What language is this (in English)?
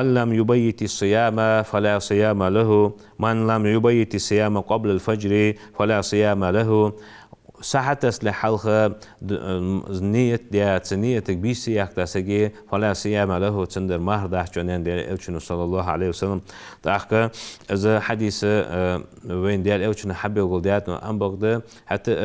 Ingush